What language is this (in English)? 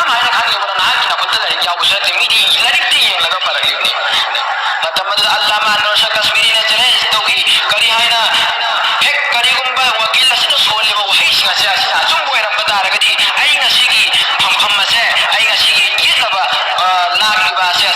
Manipuri